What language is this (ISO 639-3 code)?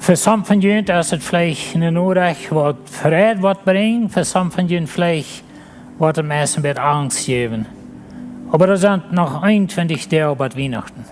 pdt